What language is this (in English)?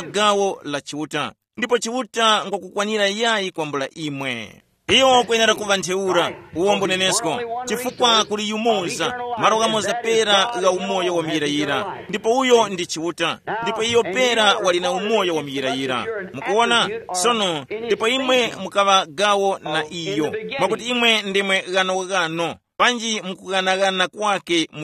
Tumbuka